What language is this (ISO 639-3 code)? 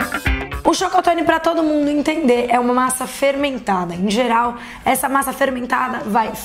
por